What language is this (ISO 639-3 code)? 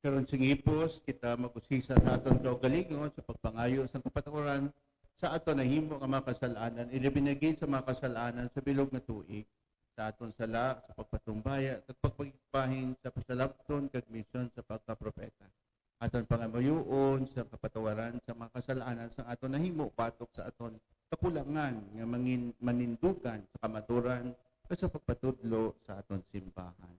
hil